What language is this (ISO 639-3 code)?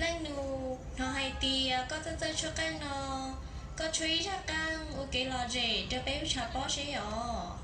hmn